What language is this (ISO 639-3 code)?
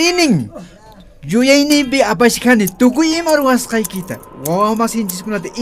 qxp